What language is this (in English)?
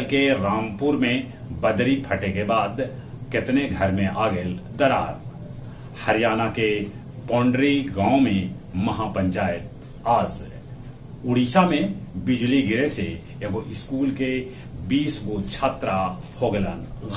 Magahi